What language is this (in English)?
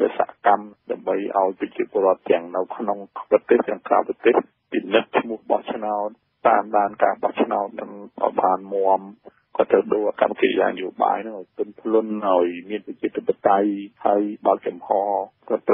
Khmer